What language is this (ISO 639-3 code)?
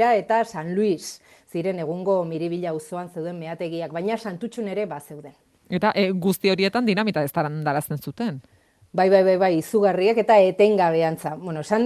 eus